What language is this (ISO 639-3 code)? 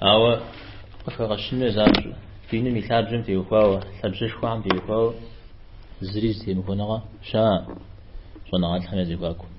kbd